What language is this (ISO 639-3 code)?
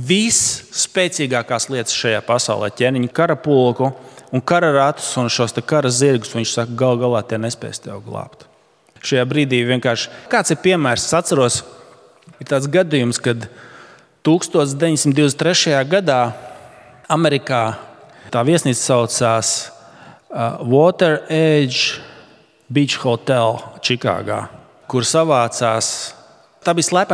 lav